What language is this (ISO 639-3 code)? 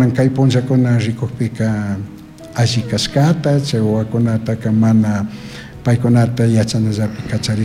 qug